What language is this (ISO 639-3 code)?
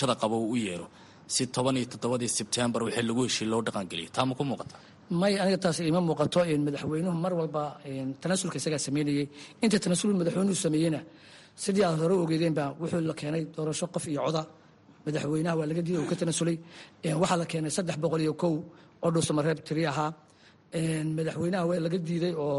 som